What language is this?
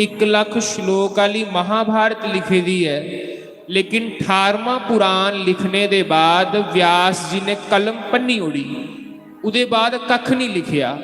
Dogri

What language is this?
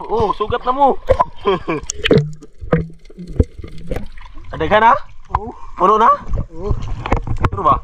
Cebuano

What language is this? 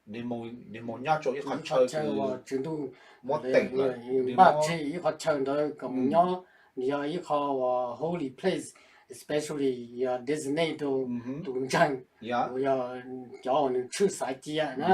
Hmong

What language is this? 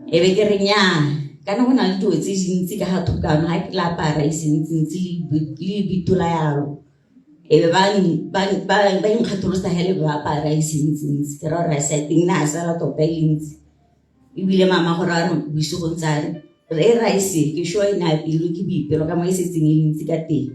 Tswana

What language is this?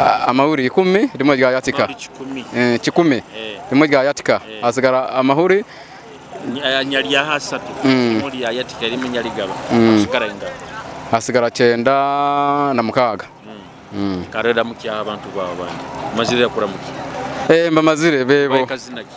Nyoro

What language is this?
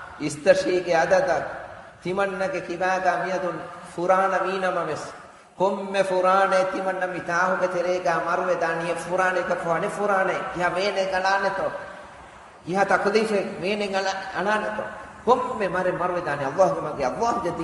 Divehi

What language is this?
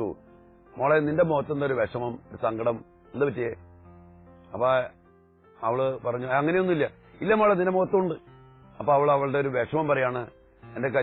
Malayalam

